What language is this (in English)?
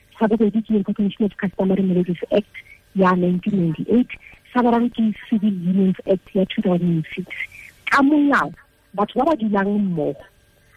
Tswana